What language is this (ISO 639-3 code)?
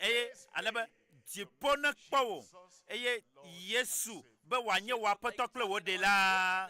ewe